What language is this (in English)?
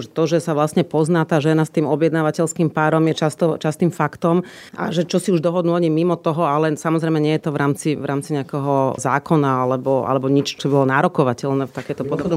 Slovak